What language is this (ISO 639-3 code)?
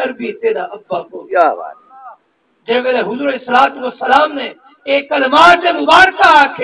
skr